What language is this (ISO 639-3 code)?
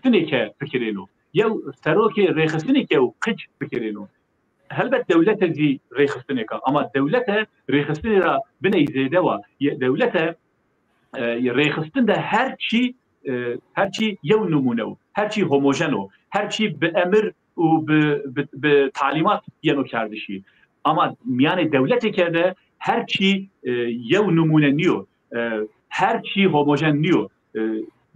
zza